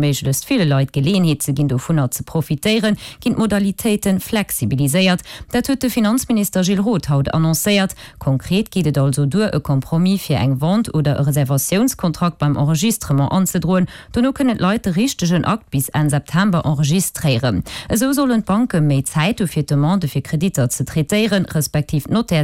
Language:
Luxembourgish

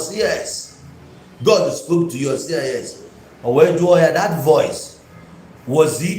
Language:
Igbo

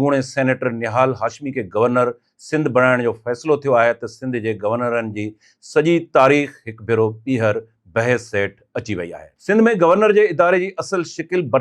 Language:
Sindhi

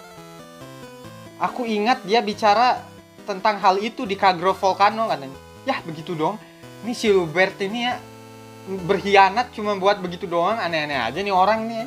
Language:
Indonesian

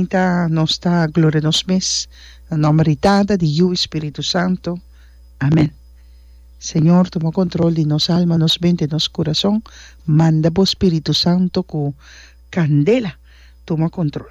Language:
Papiamento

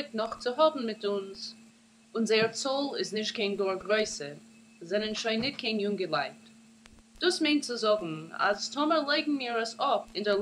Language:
Yiddish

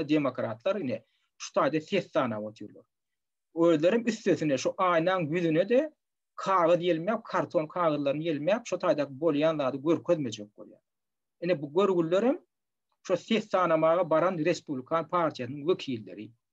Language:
Turkmen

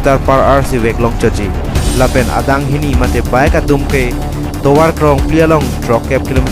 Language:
Karbi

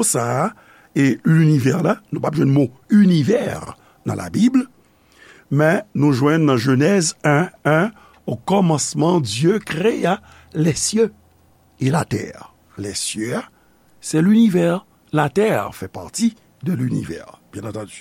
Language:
Haitian Creole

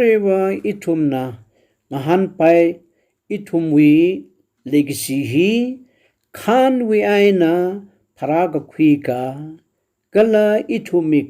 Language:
Tangkhul Naga (India)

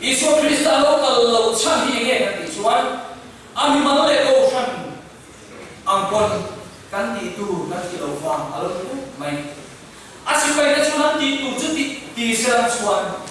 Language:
Mizo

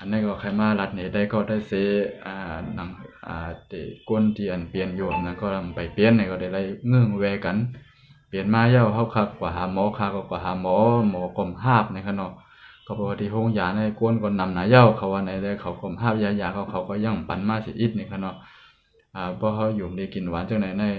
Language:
Shan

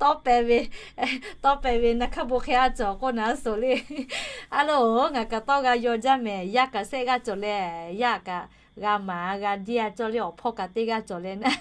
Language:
Lahu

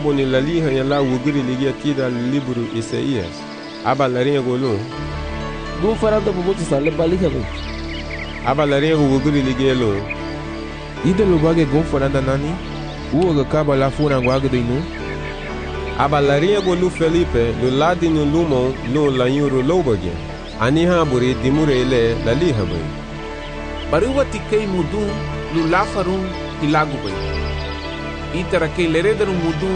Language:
Garifuna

